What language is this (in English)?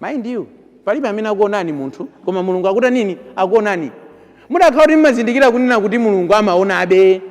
Nyanja